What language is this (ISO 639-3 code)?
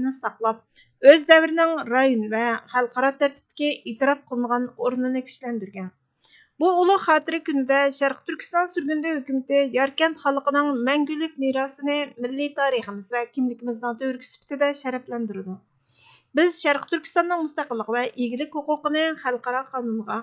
uig